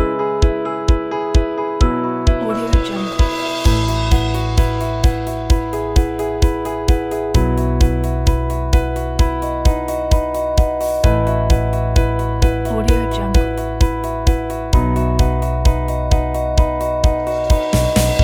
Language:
Malay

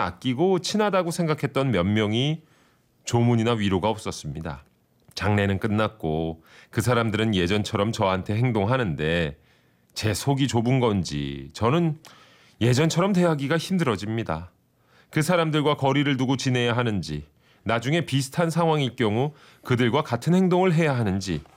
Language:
Korean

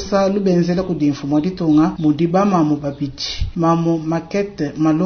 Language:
Luba-Lulua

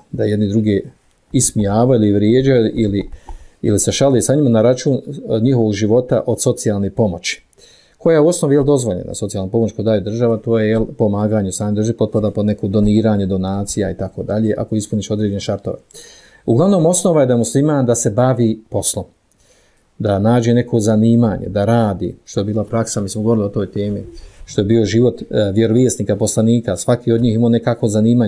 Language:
Bosnian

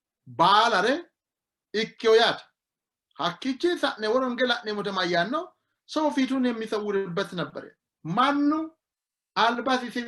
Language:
Sidamo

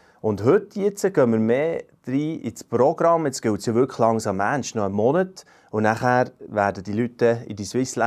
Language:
Swiss German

